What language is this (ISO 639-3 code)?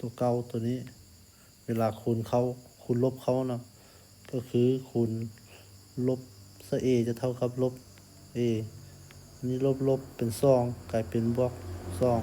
lao